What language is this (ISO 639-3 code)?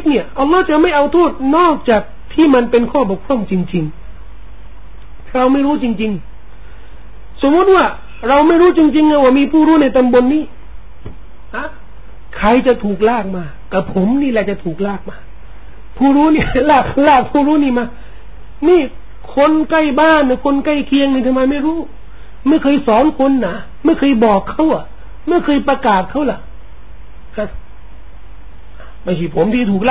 tha